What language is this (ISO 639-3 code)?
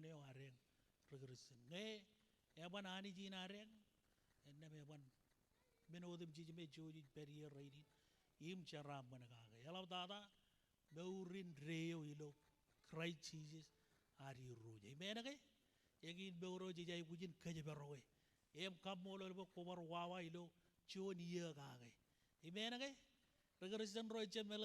mah